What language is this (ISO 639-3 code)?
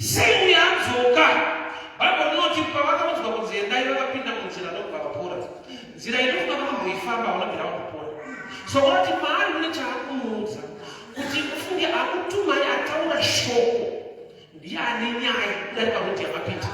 sna